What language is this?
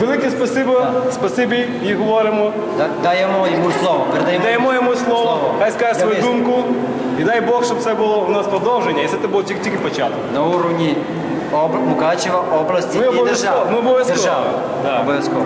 Rusyn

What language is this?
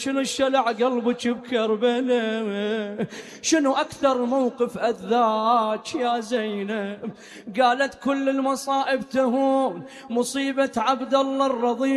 Mesopotamian Arabic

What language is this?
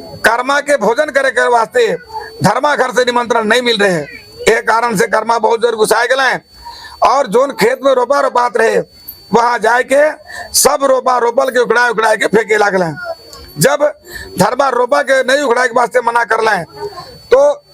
Sadri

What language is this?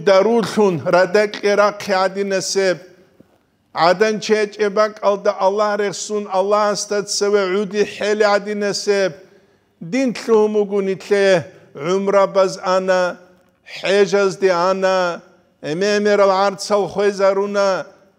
Avaric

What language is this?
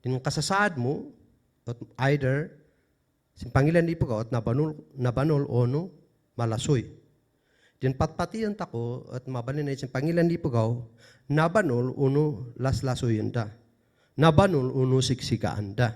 Kankanaey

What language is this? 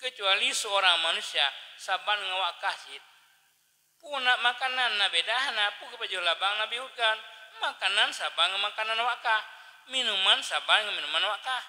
Achinese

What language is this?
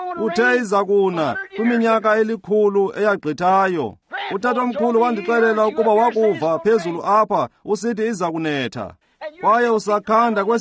Xhosa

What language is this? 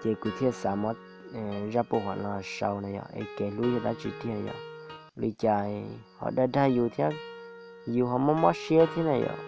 Hmong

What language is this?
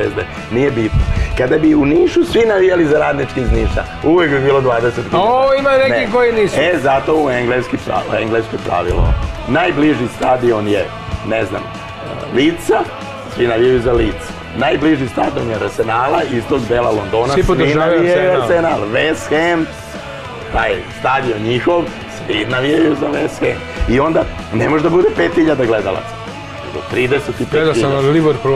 Serbian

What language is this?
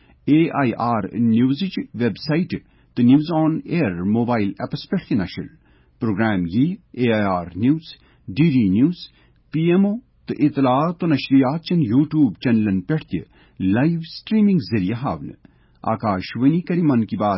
Kashmiri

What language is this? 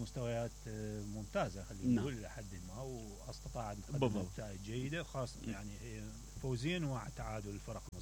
Mesopotamian Arabic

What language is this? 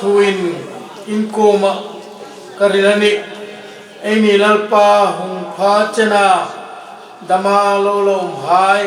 Hmar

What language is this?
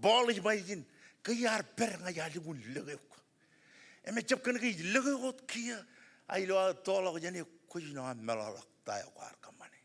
Marshallese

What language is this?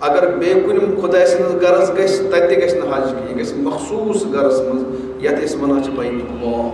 Kashmiri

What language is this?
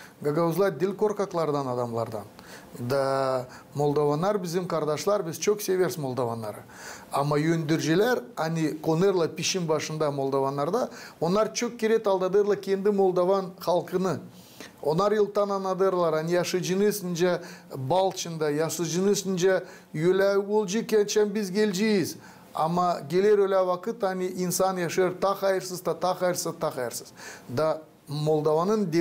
Gagauz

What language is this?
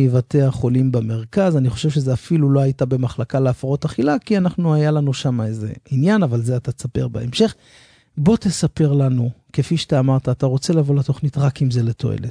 Hebrew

